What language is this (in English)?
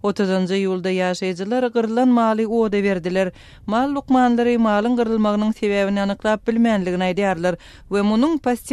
Turkmen